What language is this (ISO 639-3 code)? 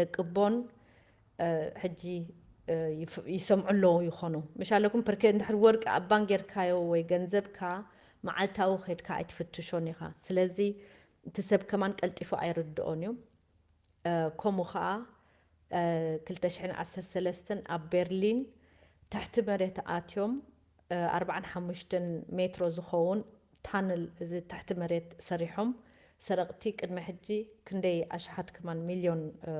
tir